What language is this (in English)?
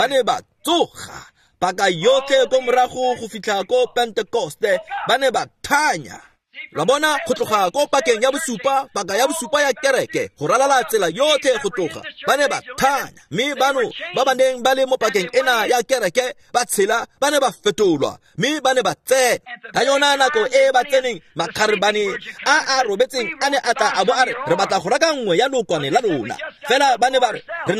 Tswana